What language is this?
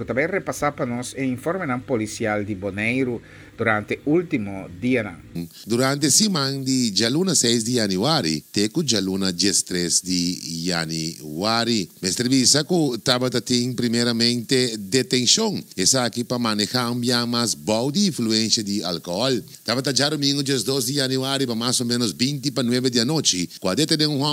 Papiamento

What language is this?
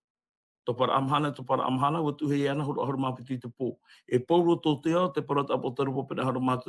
Tahitian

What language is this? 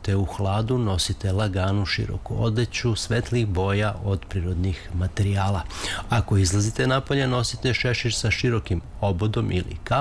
Serbian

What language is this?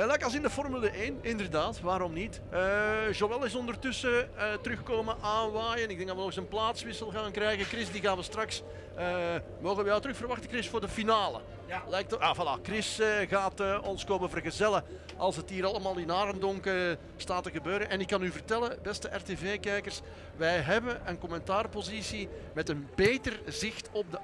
Dutch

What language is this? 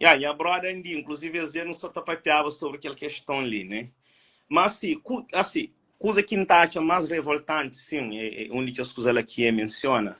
Kabuverdianu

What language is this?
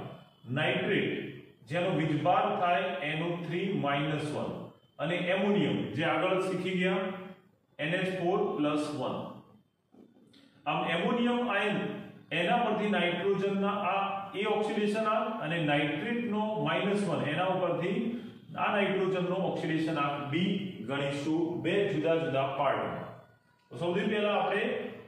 Gujarati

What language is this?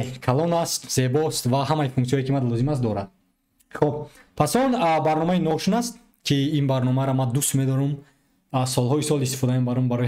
Tajik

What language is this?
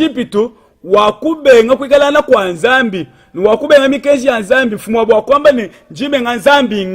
Luba-Lulua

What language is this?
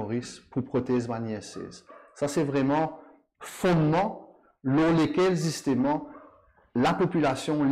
Morisyen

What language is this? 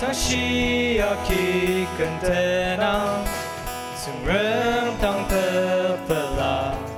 Ao Naga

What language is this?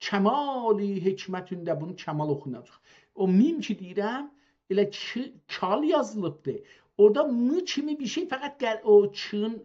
South Azerbaijani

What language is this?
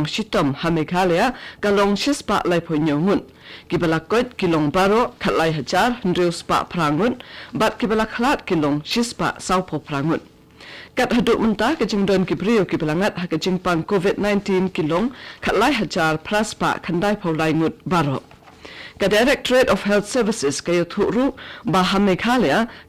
Khasi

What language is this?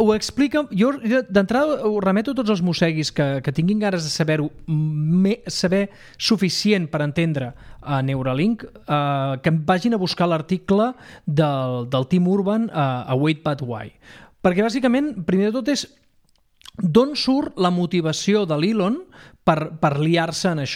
Catalan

